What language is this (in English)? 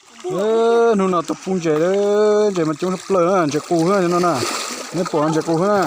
Hmong